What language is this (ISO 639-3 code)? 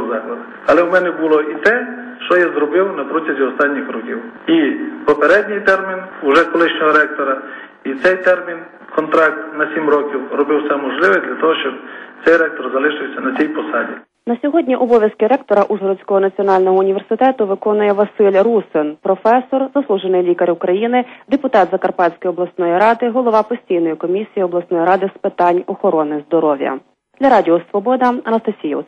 ukr